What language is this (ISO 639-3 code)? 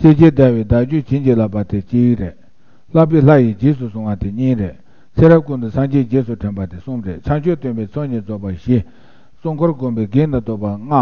bod